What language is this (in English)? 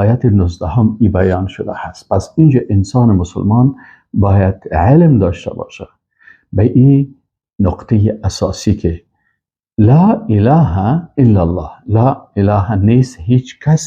Persian